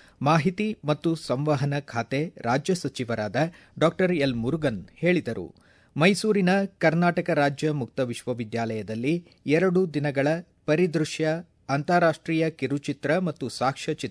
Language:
Kannada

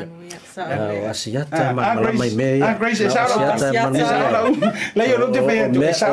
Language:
Samoan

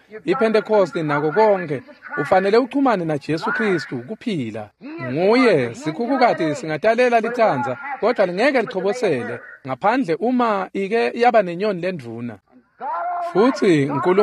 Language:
Swati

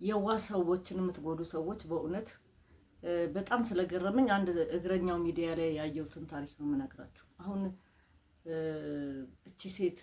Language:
Amharic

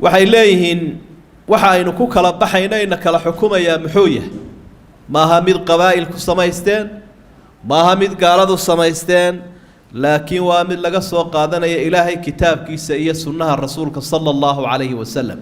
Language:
Somali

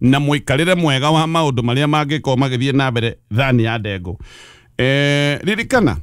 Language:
Kikuyu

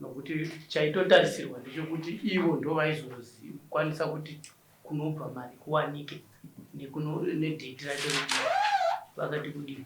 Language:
Shona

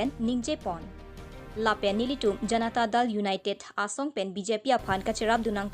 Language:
Karbi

